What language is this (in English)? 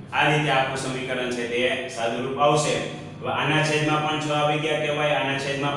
Gujarati